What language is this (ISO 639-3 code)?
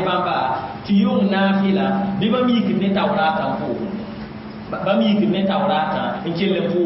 mos